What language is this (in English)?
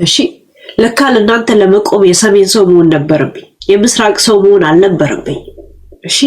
Amharic